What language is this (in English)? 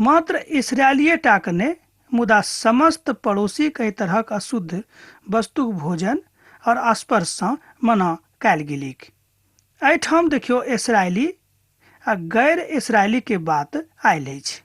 Maithili